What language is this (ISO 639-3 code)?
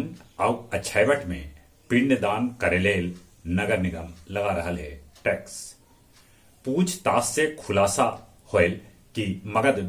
mag